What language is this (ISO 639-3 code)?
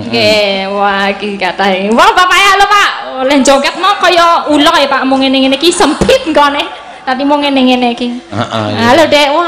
jav